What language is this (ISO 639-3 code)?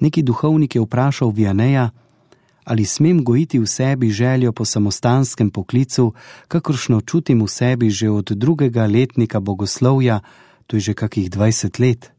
slv